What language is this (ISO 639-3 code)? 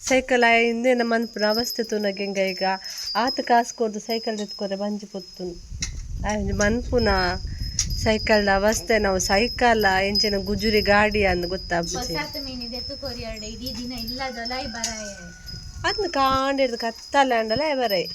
tcy